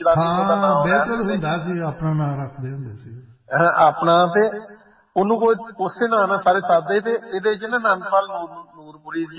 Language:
Punjabi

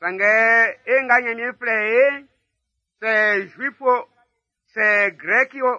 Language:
Baoulé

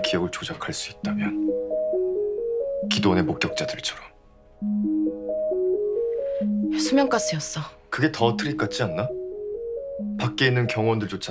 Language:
Korean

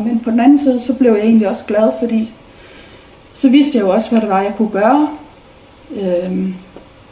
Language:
Danish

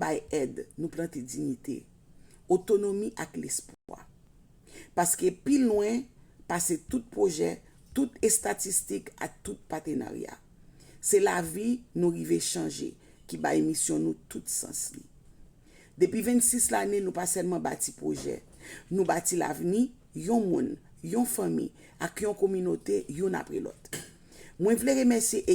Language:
Haitian Creole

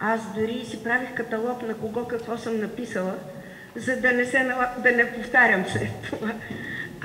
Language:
Bulgarian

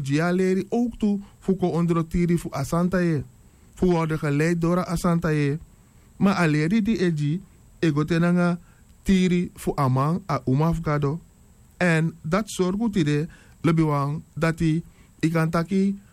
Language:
Sranan Tongo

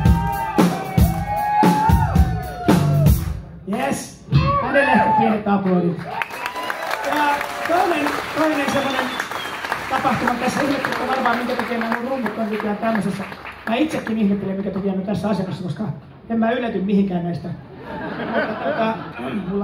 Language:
Finnish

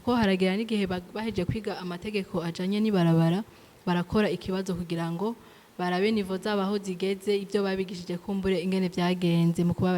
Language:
Rundi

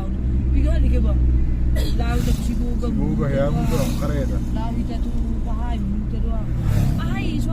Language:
Batak Toba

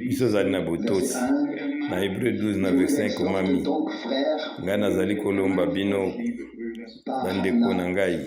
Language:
Lingala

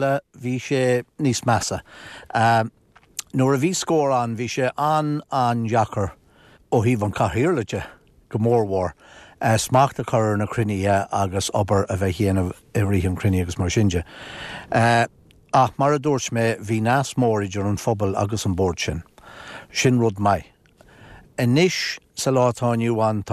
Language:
Irish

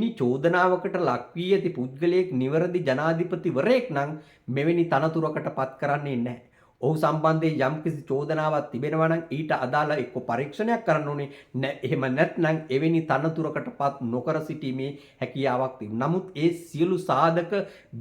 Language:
Sinhala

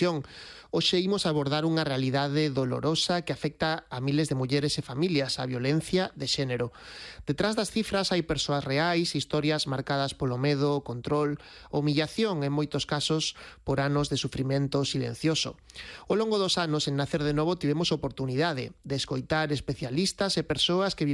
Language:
Galician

